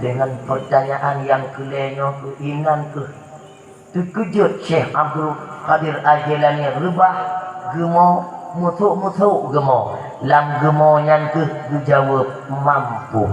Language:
Achinese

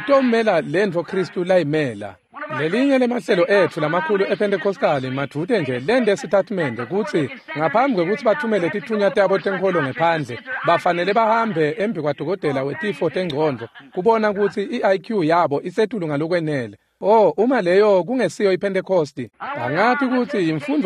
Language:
Swati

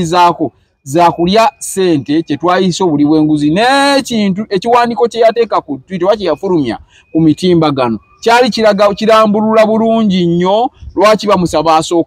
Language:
Ganda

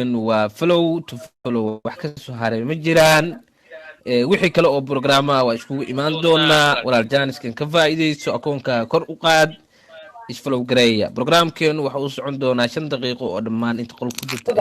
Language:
Somali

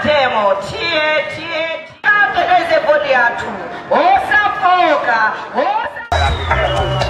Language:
Nyanja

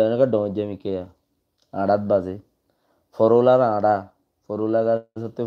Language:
Rohingya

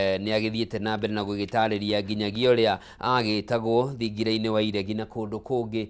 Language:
Kikuyu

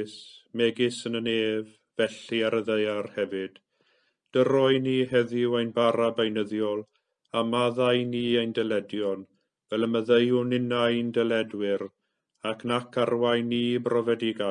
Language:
Welsh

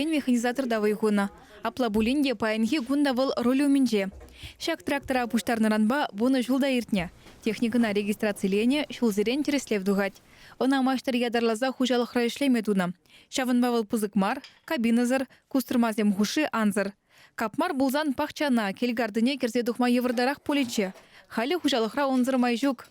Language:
Chuvash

